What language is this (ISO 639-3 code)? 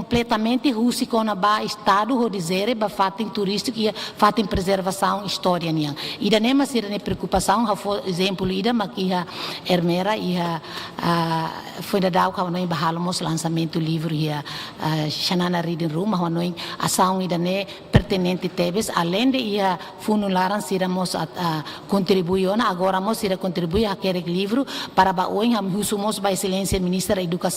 tet